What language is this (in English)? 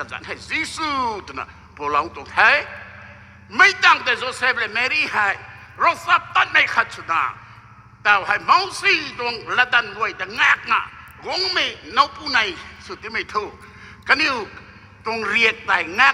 Rongmei Naga